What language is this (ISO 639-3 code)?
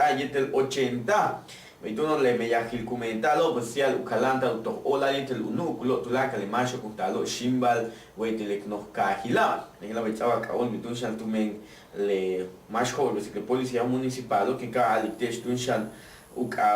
yua